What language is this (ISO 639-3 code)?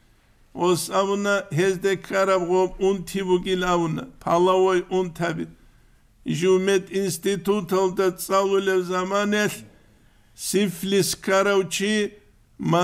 ava